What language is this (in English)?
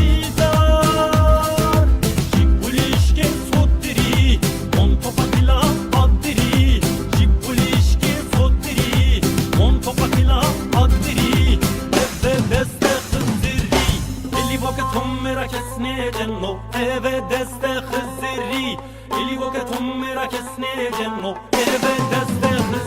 Zaza